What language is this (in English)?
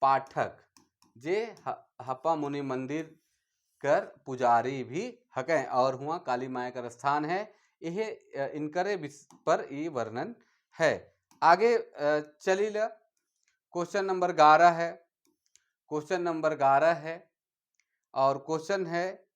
Sadri